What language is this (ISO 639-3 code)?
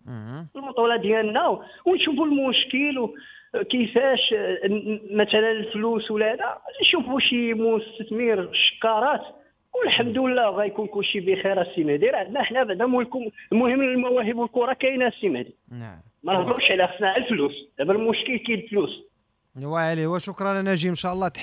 ary